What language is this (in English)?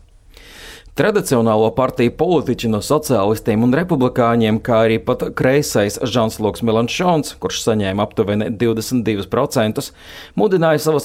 Latvian